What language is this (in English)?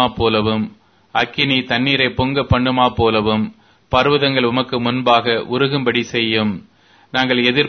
Tamil